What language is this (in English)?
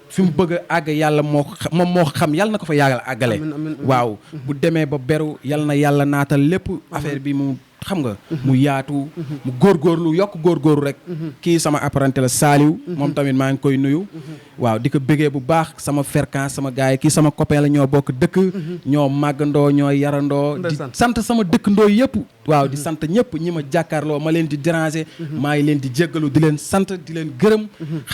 Wolof